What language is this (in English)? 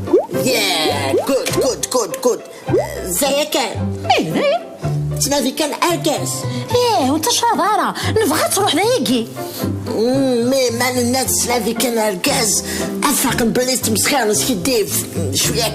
Kabyle